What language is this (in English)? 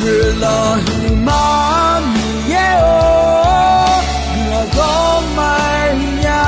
Akha